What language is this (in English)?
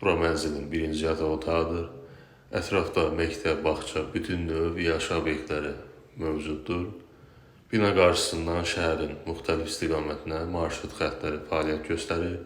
Azerbaijani